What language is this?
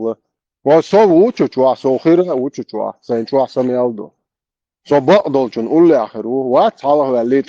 Chechen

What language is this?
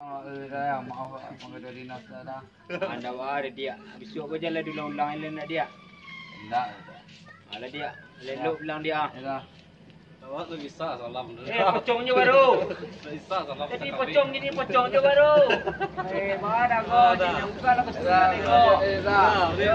Minangkabau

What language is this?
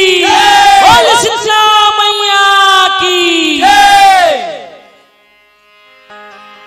Chhattisgarhi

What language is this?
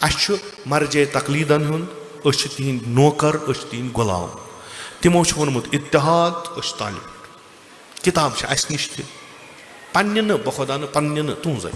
Kashmiri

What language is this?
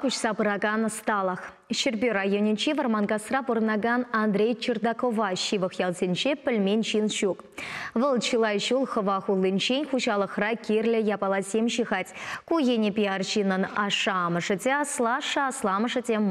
Chuvash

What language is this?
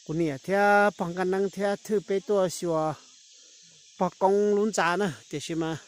Hmong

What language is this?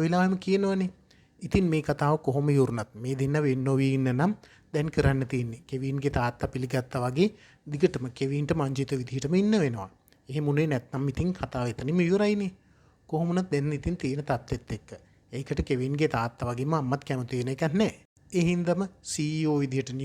Sinhala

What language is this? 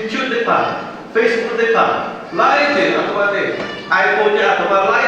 Lahu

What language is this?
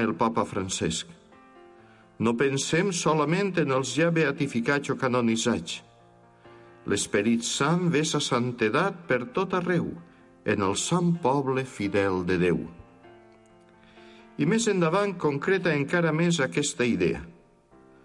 Catalan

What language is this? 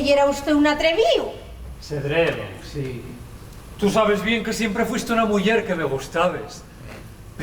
Asturian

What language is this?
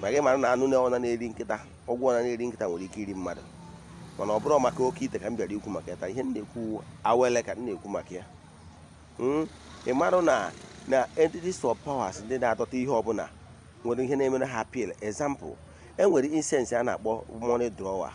Igbo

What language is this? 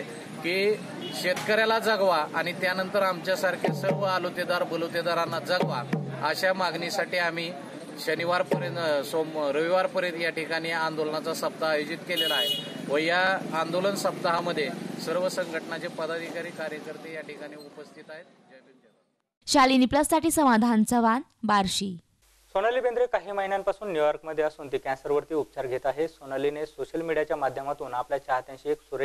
Marathi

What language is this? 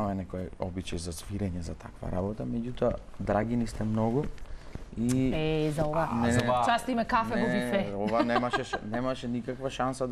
Macedonian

